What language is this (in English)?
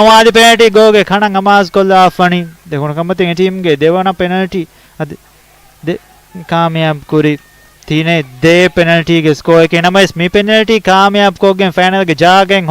Divehi